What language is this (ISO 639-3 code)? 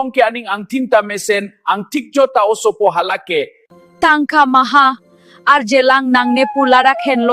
mjw